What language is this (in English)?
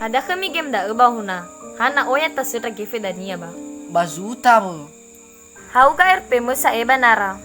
Nias